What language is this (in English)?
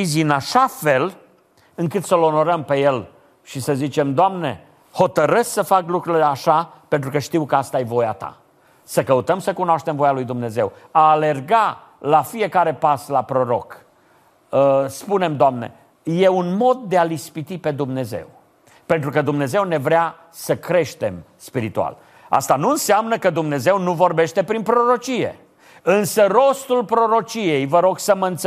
Romanian